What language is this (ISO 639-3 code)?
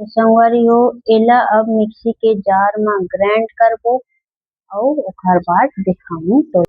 hne